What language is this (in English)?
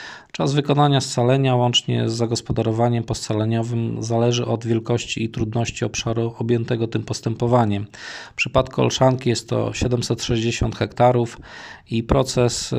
Polish